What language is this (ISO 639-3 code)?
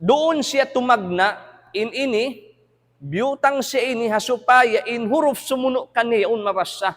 tsg